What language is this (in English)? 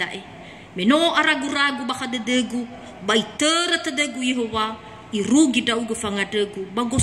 Nias